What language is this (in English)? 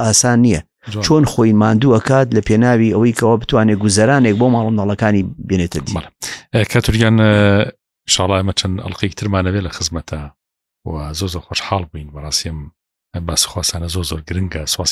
Central Kurdish